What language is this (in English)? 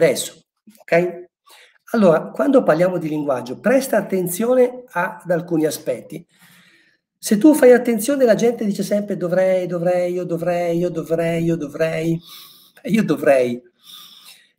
Italian